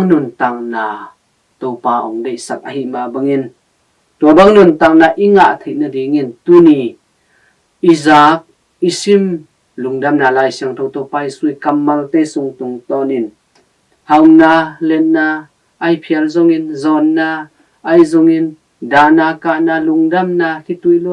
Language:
Tedim Chin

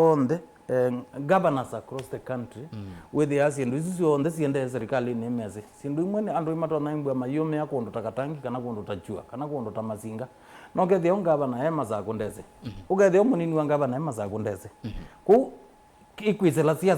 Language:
Kamba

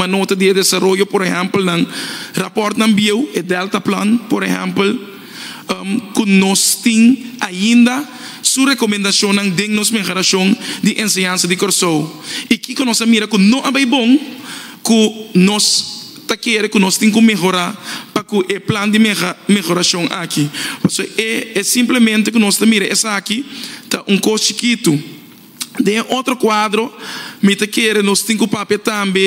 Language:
Papiamento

